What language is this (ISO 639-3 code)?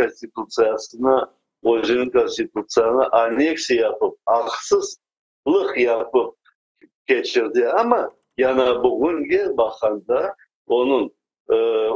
crh